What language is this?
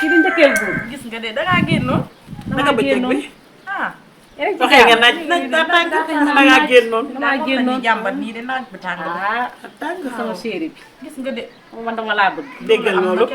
Wolof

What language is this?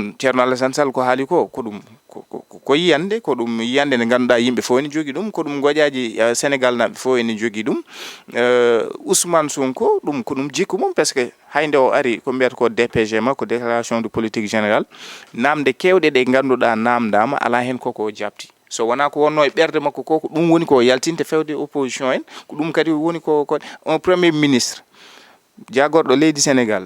Fula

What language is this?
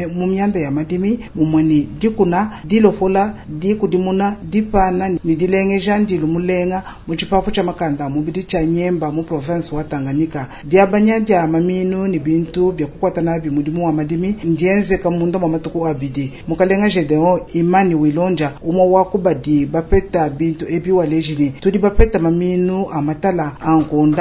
Luba-Lulua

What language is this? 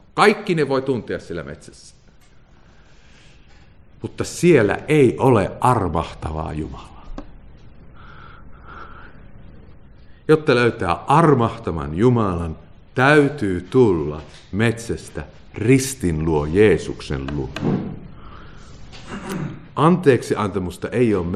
Finnish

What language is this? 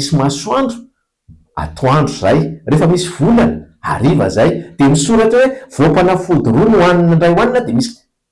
Malagasy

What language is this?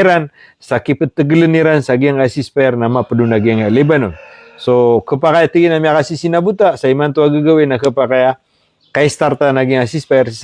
Maranao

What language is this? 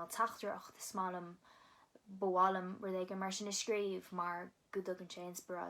Irish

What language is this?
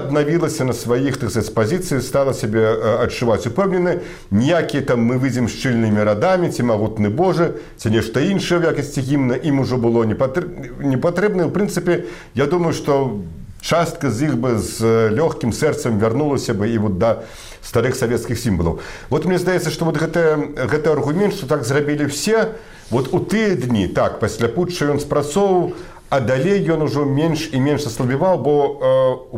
Belarusian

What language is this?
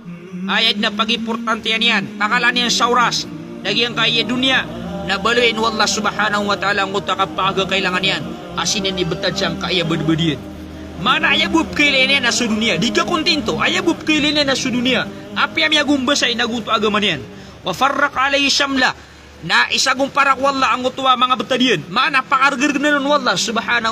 Maranao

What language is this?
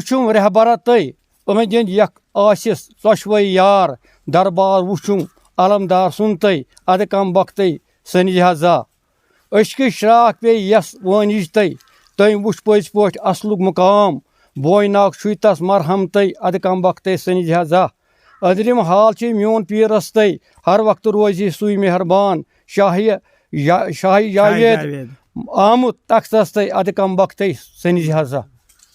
Kashmiri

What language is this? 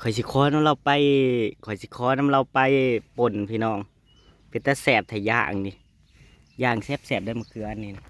Northeastern Thai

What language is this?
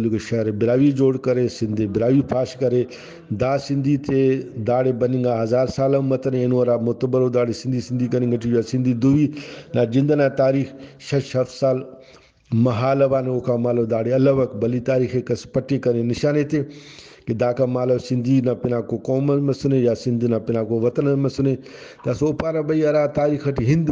Brahui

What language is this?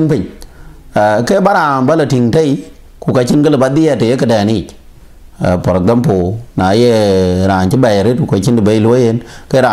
Dinka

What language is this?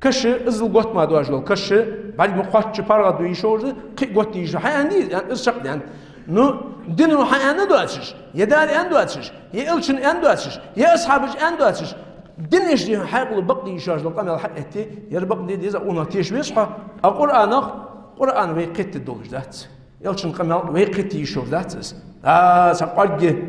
Ingush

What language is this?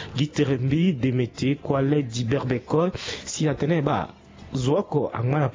Sango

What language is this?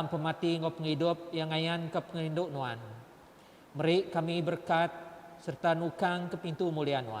Iban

